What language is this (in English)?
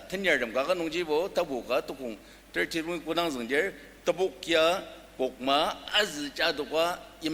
Ao Naga